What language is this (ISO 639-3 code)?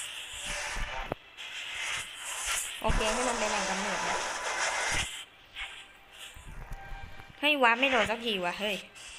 tha